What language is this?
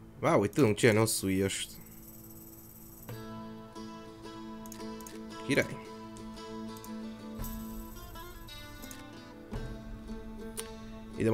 Hungarian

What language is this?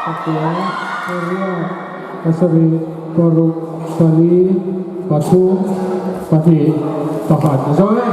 Mizo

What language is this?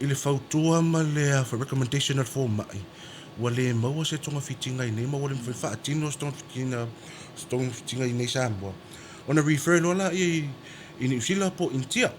Samoan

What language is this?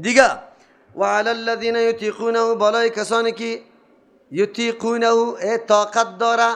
Persian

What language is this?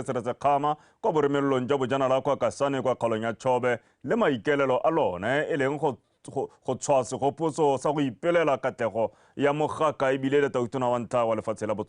Tswana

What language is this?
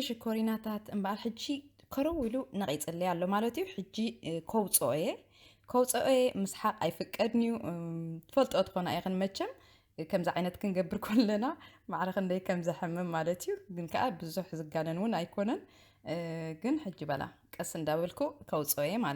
Tigrinya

